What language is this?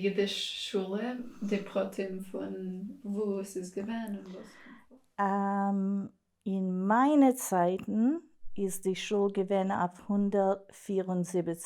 Yiddish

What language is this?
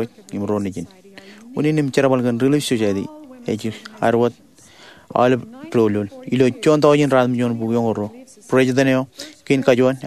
Marshallese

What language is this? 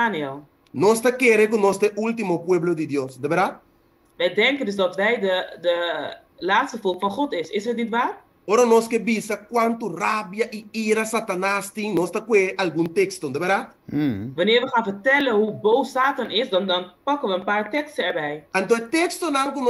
Papiamento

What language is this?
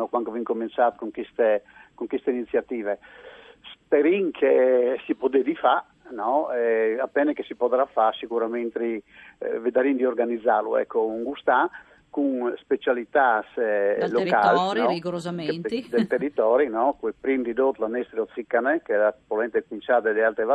Friulian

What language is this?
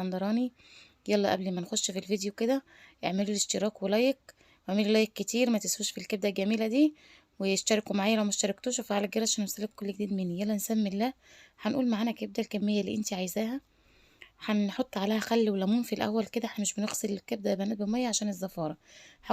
Egyptian Arabic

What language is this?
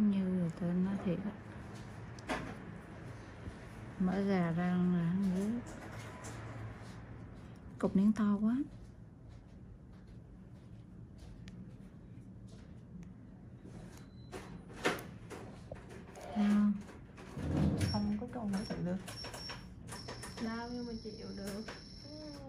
Vietnamese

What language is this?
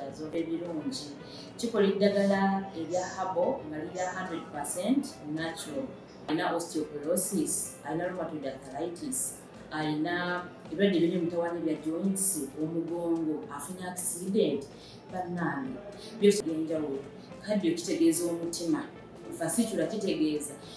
Ganda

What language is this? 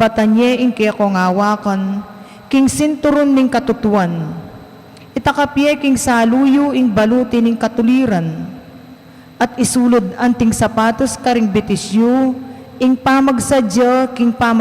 Pampanga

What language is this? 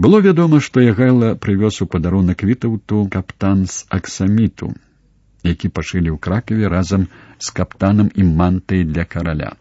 Belarusian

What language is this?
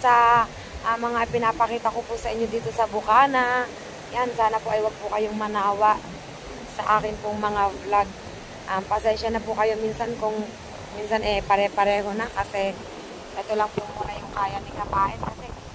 Filipino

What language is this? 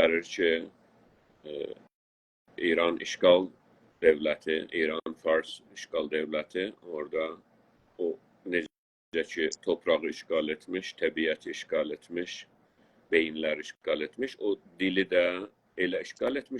South Azerbaijani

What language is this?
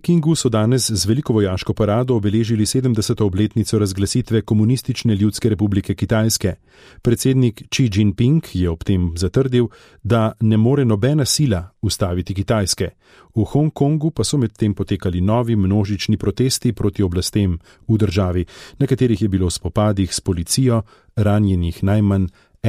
Slovenian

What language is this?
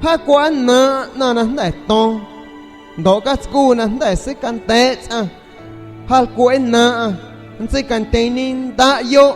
San Pedro Amuzgos Amuzgo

